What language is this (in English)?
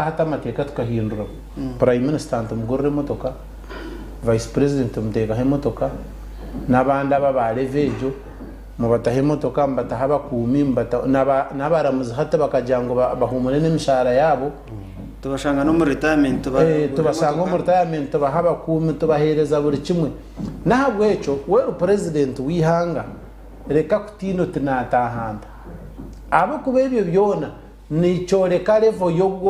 Nyankole